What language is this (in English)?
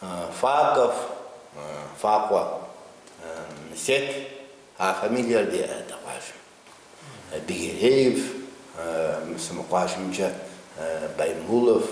Kabardian